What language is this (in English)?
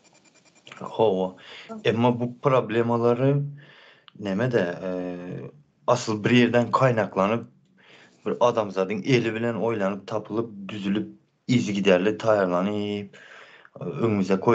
Turkmen